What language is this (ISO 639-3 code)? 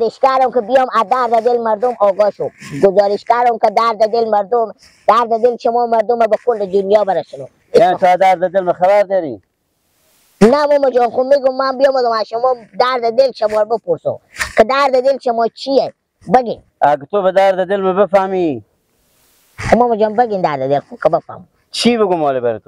fas